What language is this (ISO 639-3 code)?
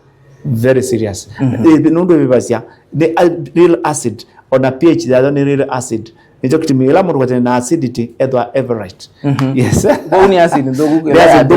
kam